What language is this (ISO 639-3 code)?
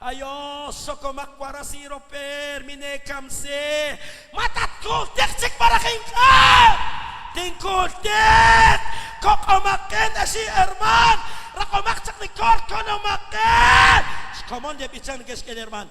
kek